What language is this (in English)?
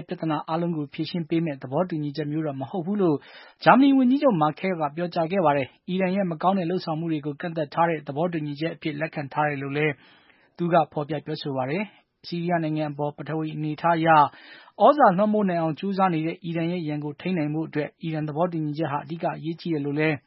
Burmese